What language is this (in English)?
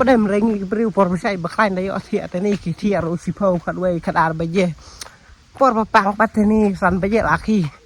Khasi